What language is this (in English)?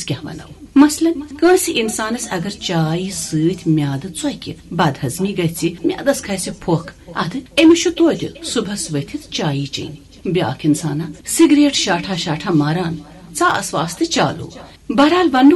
Kashmiri